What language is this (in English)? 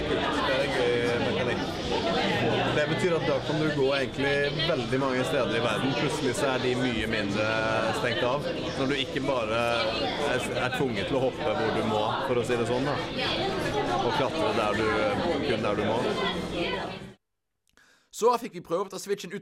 Norwegian